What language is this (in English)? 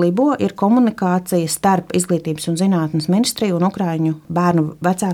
Latvian